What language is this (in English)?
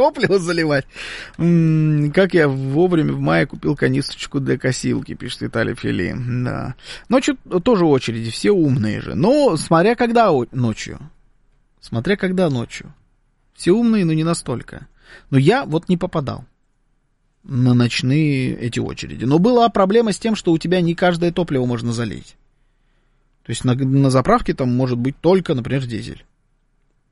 Russian